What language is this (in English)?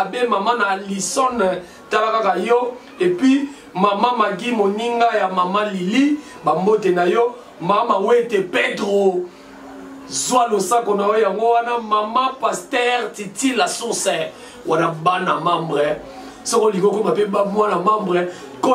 Lingala